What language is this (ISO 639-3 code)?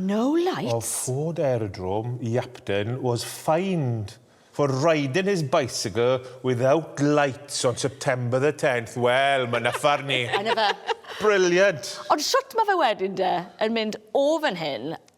cym